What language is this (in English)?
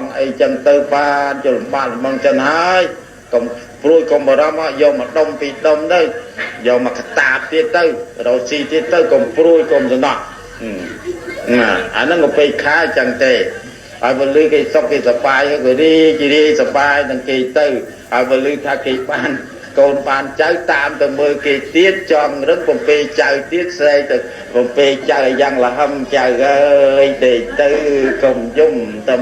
Khmer